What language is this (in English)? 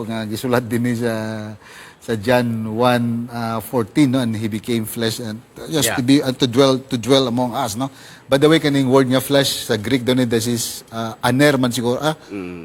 Cebuano